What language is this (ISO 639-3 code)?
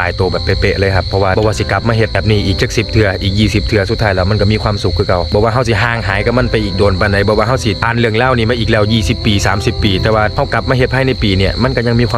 lao